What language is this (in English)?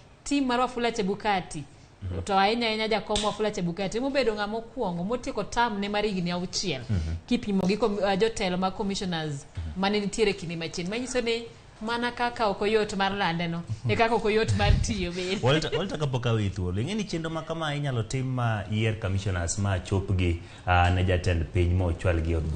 Luo (Kenya and Tanzania)